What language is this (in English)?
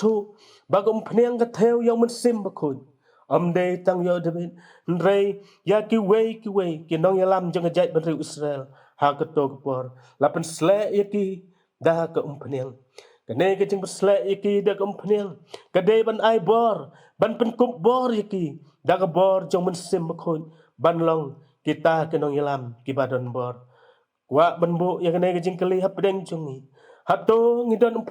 Khasi